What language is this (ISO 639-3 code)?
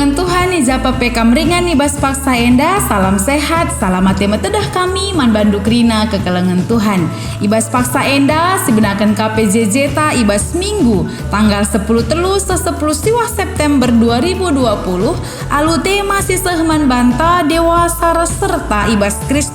btx